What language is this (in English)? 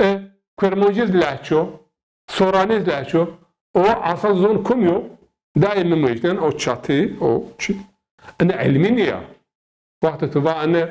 Zaza